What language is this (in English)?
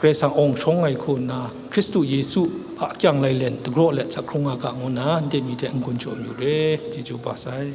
Kachin